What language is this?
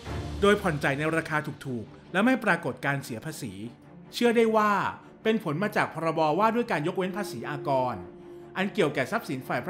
Thai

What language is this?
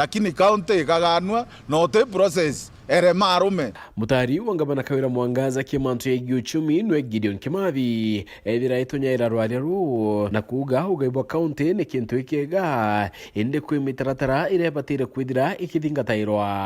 Meru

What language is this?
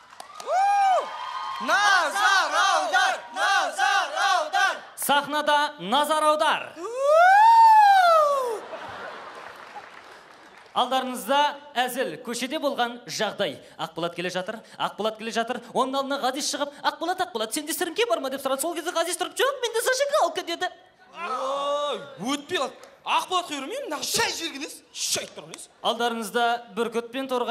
Kazakh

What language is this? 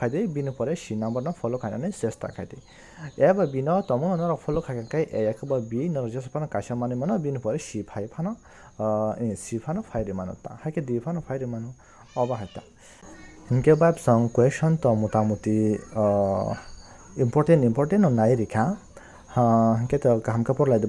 Kok Borok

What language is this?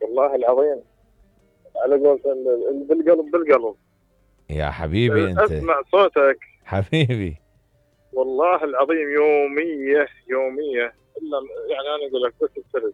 Mesopotamian Arabic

